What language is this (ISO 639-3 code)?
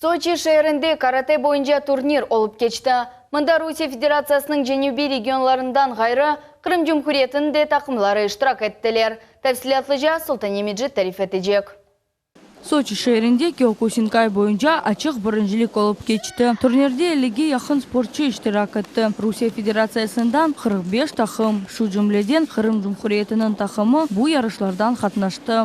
crh